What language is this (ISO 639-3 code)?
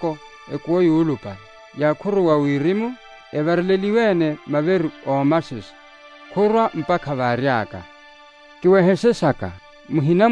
vmw